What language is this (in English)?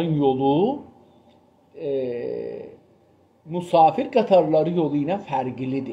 South Azerbaijani